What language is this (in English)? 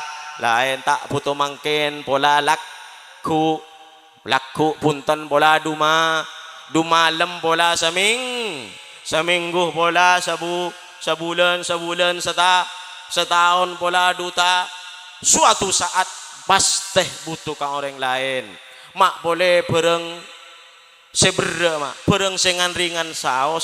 Madurese